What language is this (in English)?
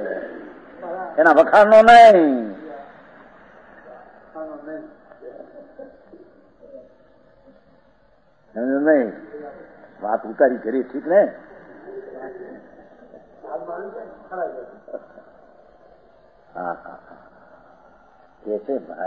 Gujarati